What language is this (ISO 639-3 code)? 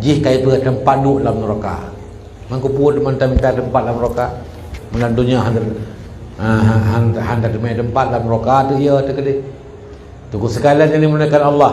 ace